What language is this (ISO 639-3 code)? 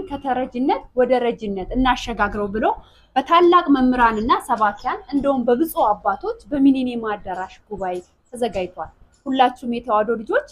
amh